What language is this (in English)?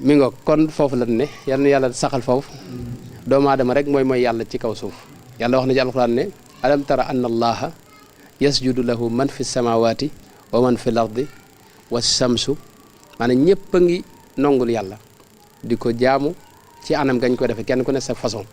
Wolof